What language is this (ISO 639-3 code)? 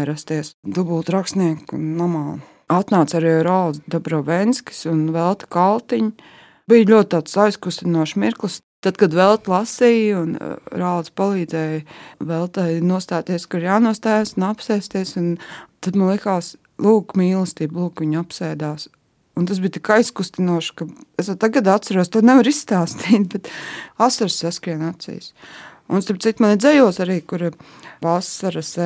lav